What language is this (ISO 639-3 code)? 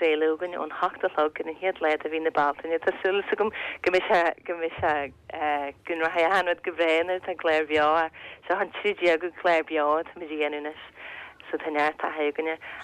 gle